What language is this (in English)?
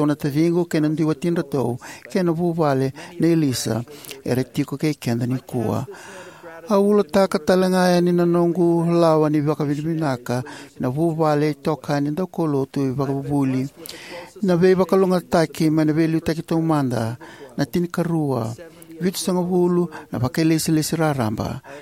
Fijian